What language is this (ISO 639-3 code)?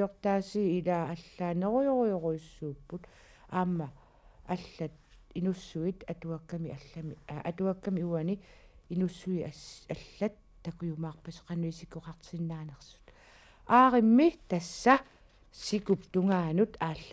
kal